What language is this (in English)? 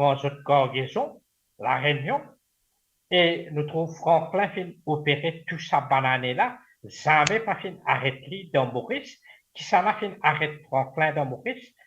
Morisyen